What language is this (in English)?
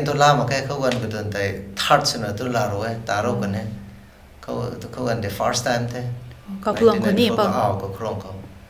Rongmei Naga